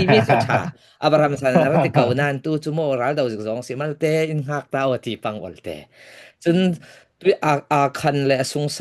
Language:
Falam Chin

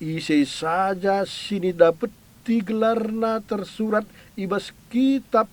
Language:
Batak Karo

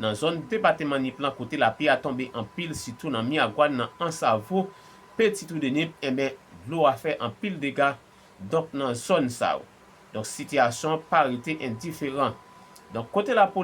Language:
Haitian Creole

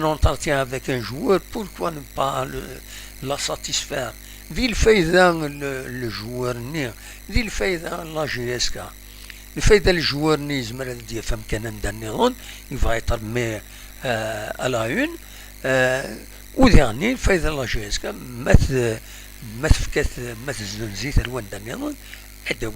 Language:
Kabyle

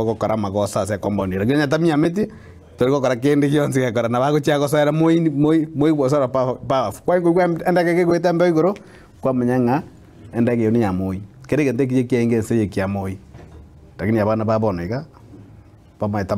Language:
Gusii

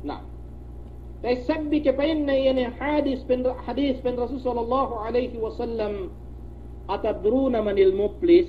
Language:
Yakan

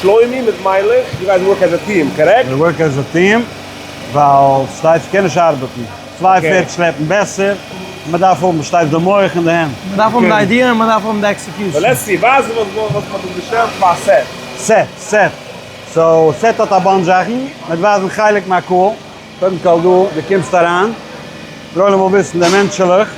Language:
Yiddish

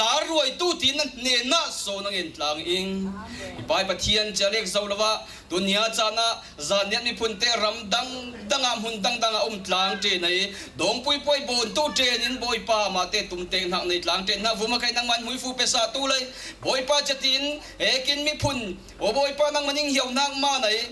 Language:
Falam Chin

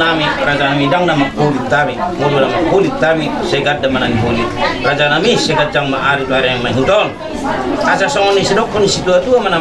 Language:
Batak Toba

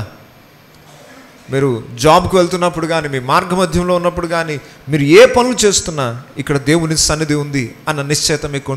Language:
Telugu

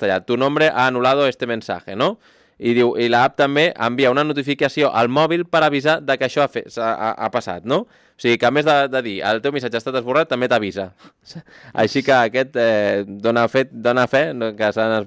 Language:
Catalan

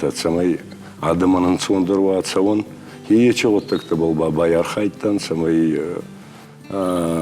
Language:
Ossetic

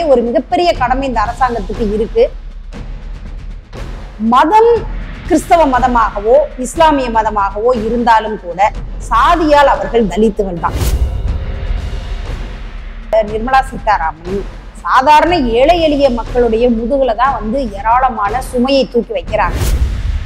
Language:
Tamil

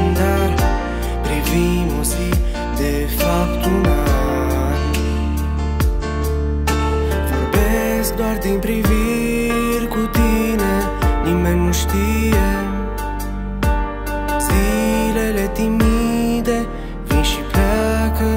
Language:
Romanian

